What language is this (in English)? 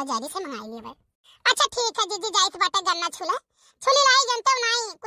Awadhi